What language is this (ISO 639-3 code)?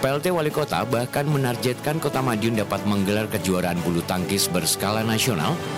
ind